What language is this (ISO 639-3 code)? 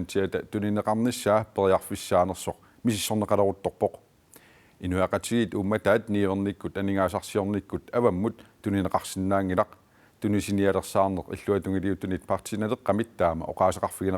kal